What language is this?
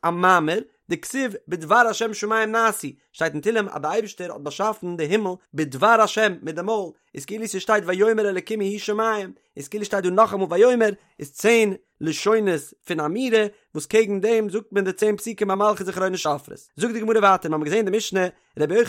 Yiddish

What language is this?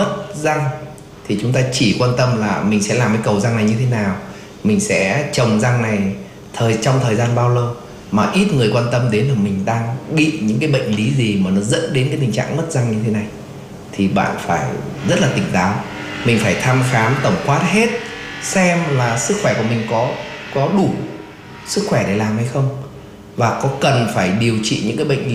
Vietnamese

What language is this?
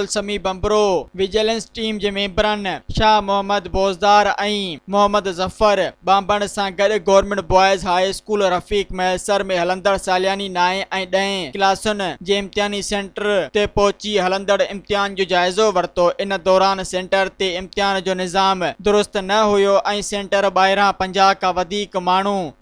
Sindhi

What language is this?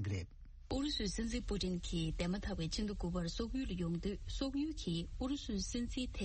Tibetan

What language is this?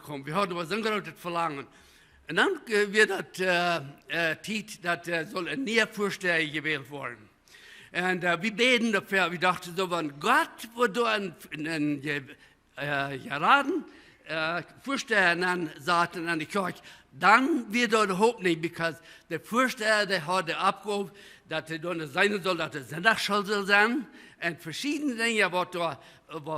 Plautdietsch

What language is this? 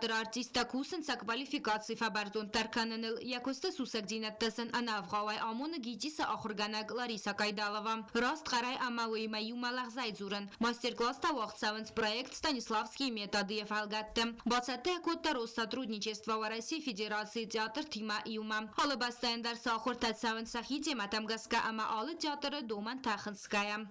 Ossetic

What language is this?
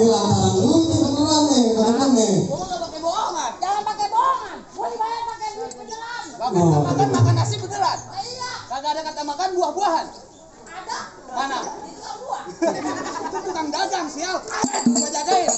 Betawi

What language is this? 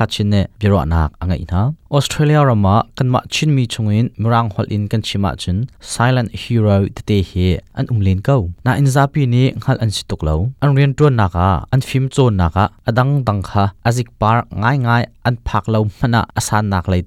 Hakha Chin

